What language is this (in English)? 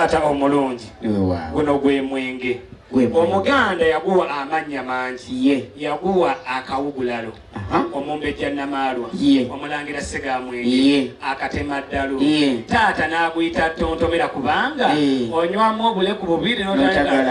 Ganda